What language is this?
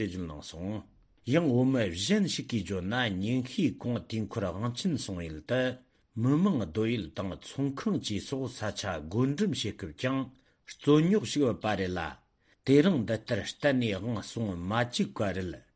Tibetan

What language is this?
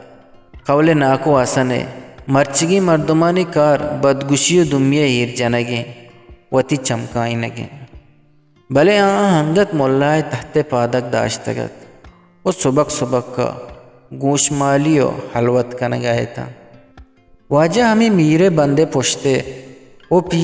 Eastern Balochi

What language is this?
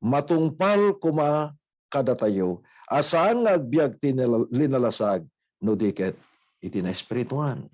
Iloko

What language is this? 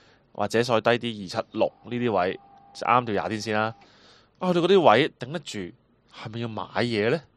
Cantonese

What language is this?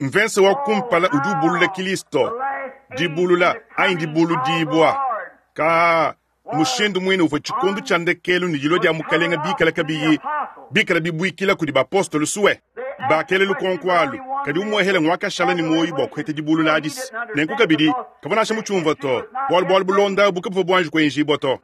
Luba-Lulua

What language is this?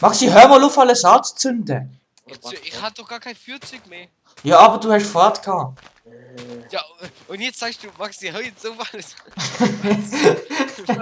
Swiss German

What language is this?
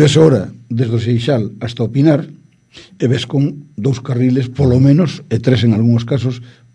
Galician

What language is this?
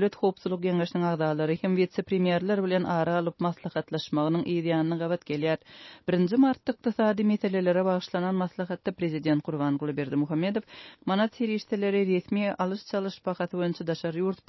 Turkmen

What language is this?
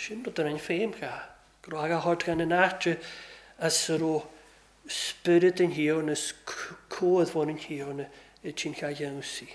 Welsh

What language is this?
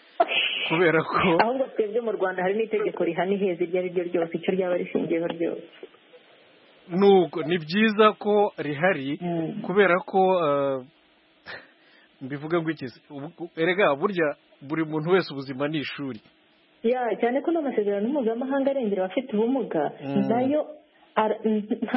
Kinyarwanda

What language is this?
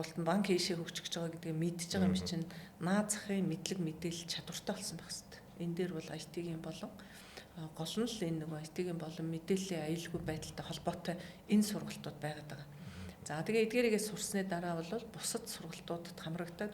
Mongolian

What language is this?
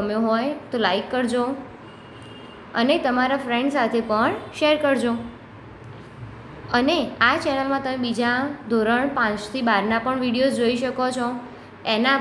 Gujarati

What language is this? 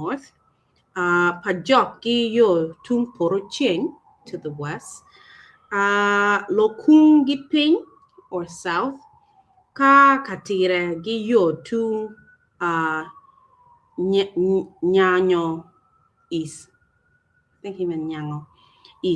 Acoli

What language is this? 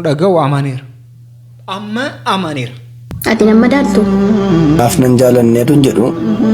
Oromo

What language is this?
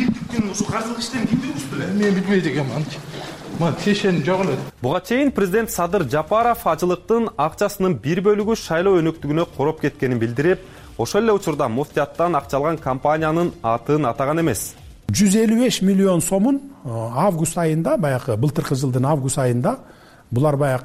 Kyrgyz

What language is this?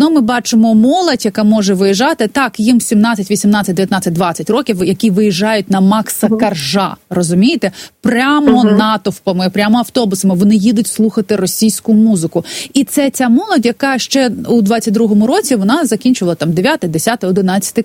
Ukrainian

